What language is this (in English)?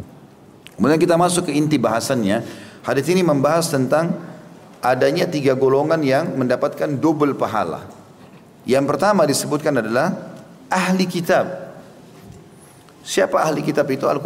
Indonesian